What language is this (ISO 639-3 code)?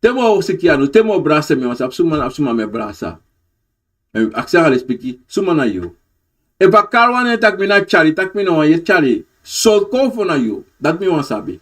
srn